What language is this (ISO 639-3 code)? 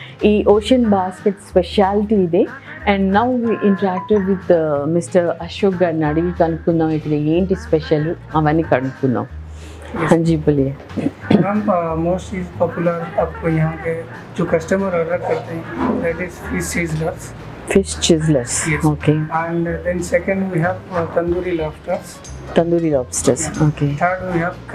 tel